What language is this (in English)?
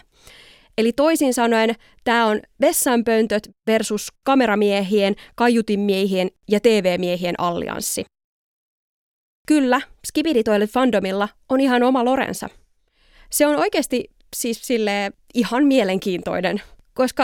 Finnish